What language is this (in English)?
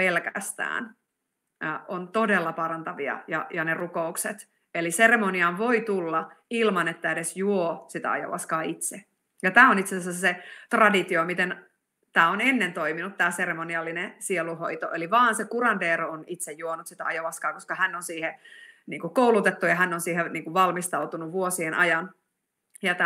Finnish